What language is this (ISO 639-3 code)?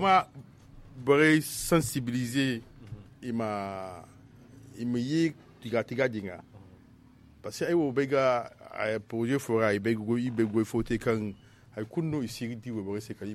dje